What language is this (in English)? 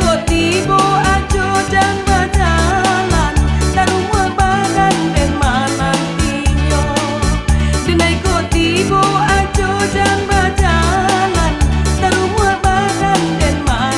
Minangkabau